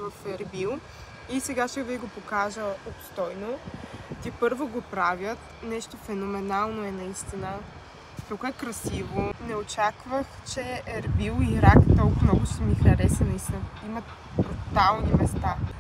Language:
Bulgarian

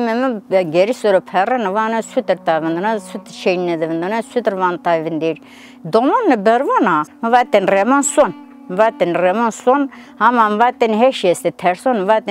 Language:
Zaza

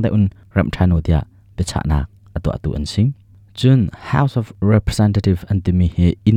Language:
Hakha Chin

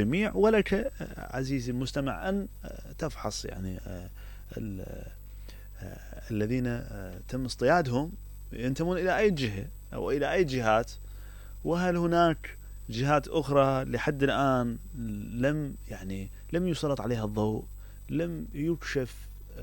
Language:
Mesopotamian Arabic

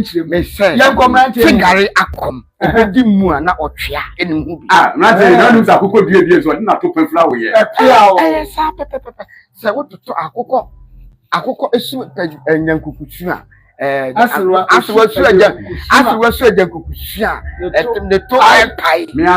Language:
Akan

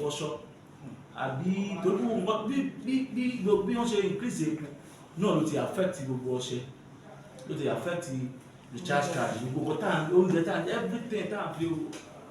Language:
Yoruba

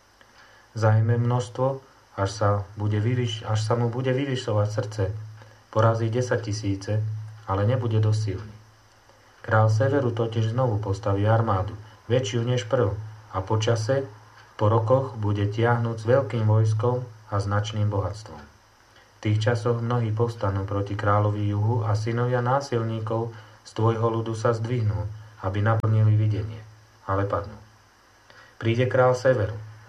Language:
Slovak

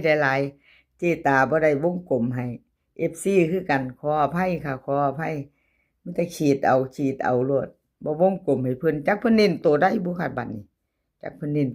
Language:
Northeastern Thai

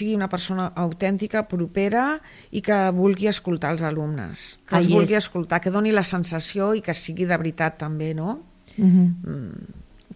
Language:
Catalan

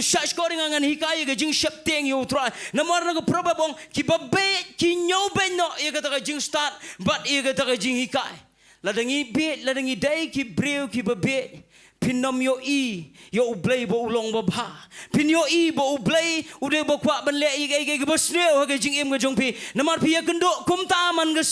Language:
Khasi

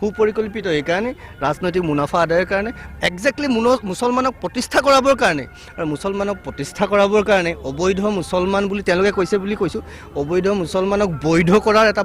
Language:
Assamese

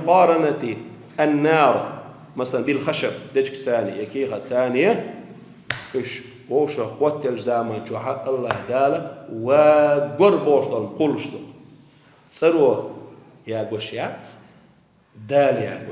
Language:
Chechen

